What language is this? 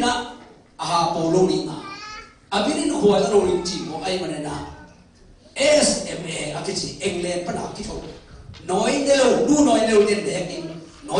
Tedim Chin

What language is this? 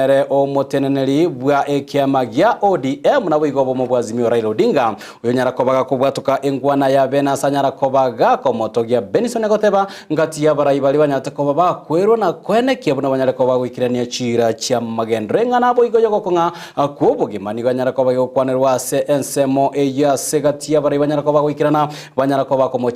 Gusii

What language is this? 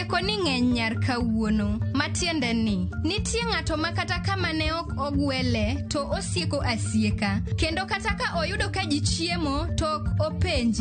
Luo (Kenya and Tanzania)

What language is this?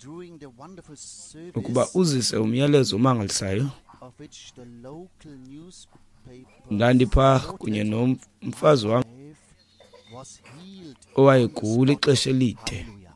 Xhosa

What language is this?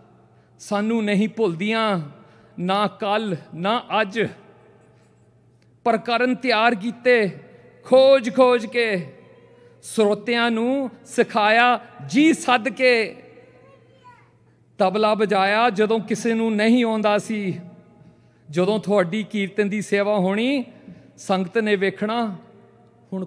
Punjabi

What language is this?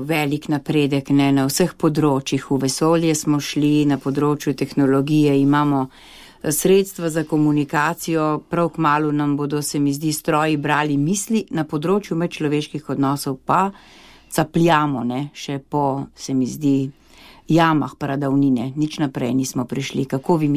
Slovenian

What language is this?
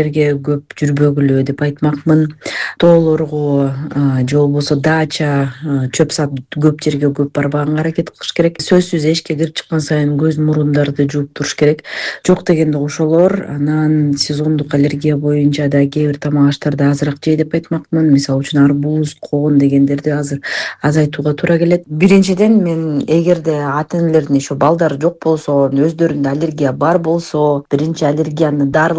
Kyrgyz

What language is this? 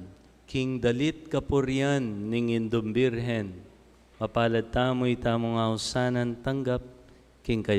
Pampanga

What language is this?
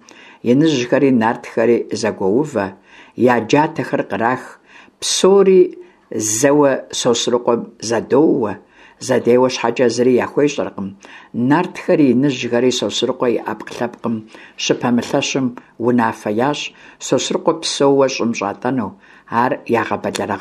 Kabardian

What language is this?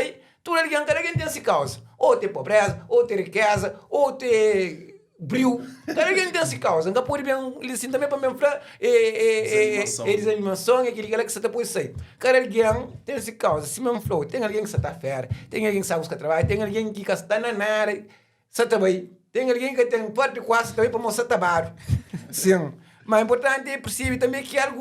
Kabuverdianu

